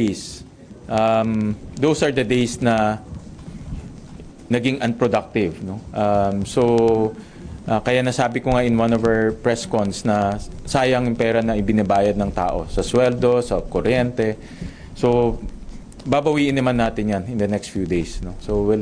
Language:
Filipino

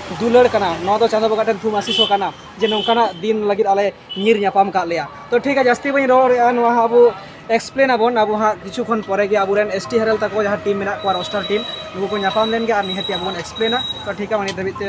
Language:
Santali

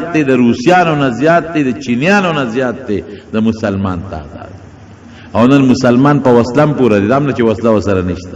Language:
Pashto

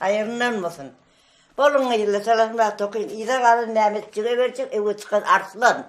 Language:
Turkmen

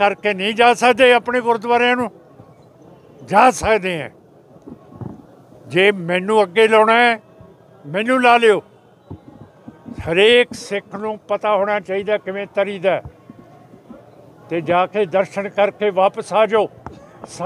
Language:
Punjabi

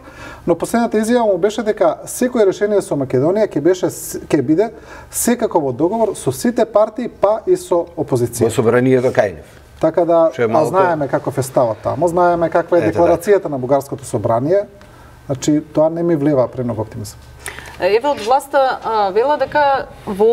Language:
Macedonian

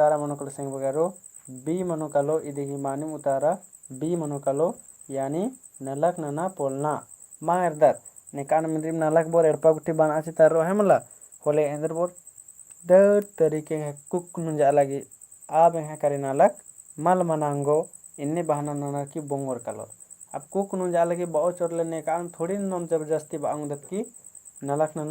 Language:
Kurukh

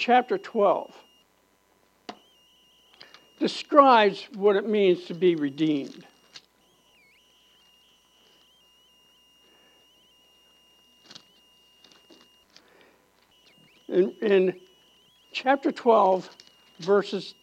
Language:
English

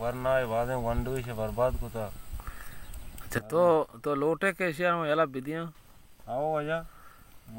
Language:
Baluchi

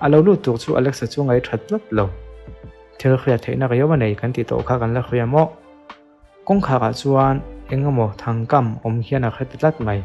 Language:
Mizo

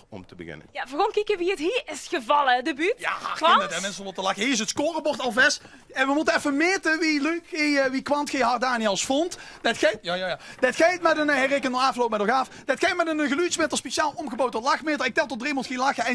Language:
Limburgish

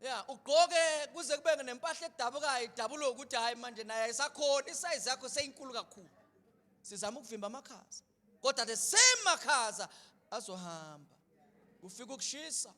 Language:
Zulu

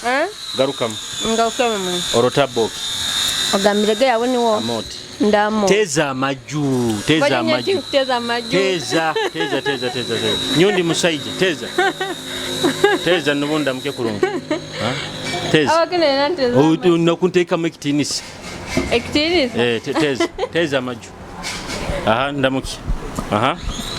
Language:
Nyoro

